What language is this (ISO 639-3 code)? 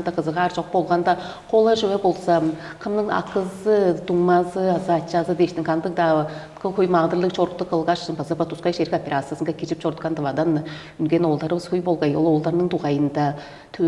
tyv